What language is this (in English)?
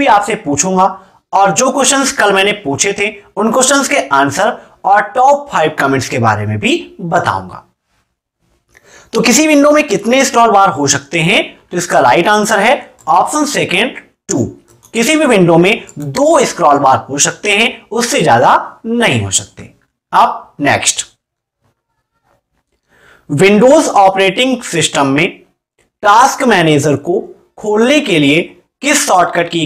Hindi